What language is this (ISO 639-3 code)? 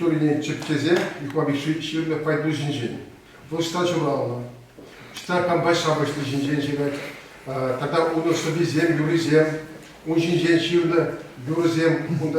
chv